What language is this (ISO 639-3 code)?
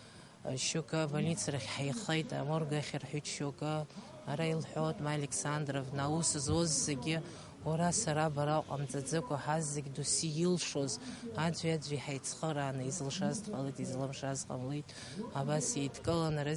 abk